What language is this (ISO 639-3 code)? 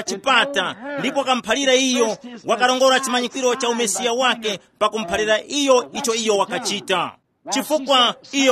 tum